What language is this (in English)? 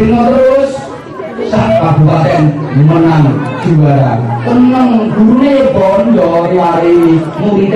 Javanese